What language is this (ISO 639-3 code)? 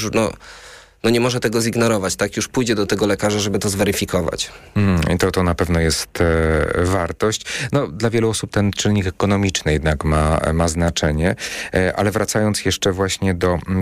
pol